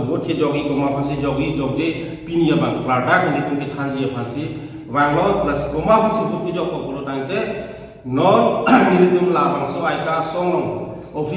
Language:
Karbi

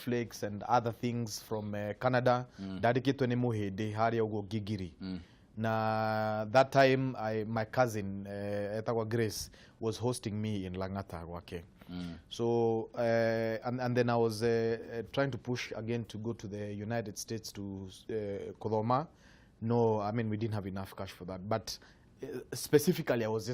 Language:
Kikuyu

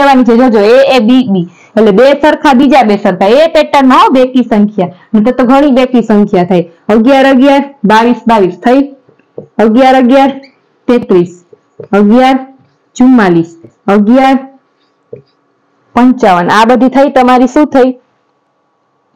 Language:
Gujarati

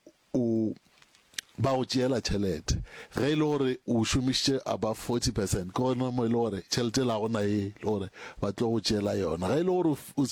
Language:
Northern Sotho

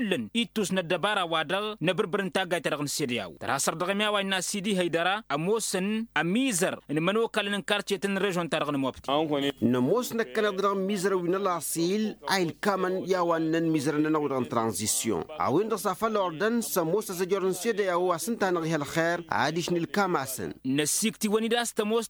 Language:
Tamasheq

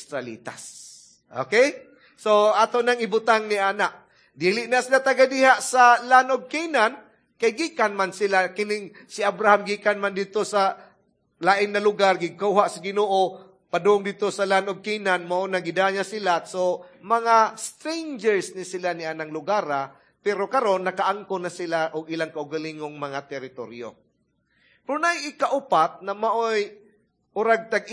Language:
Cebuano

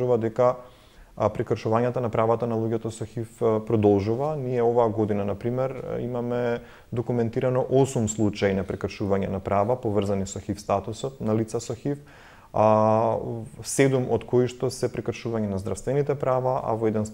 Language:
Macedonian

